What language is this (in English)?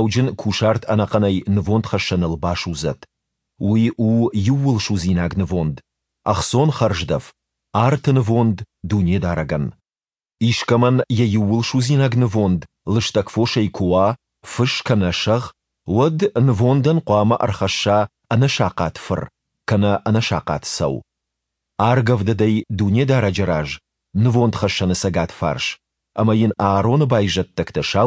Ossetic